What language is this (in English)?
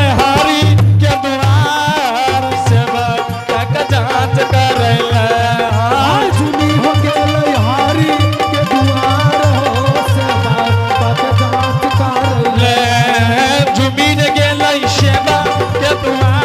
Angika